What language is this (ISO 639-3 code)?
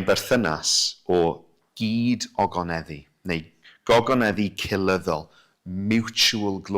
cym